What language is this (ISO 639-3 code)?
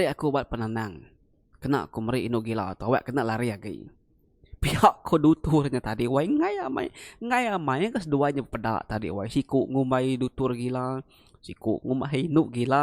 iba